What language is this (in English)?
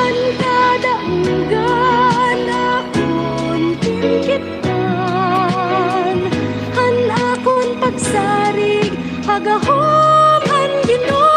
Waray